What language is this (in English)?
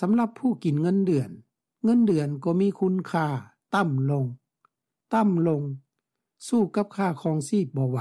Lao